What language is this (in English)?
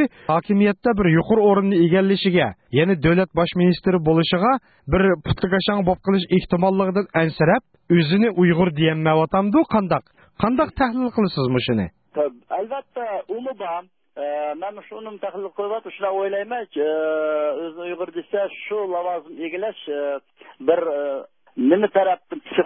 Uyghur